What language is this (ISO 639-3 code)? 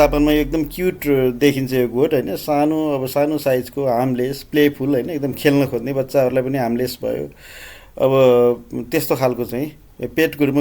nep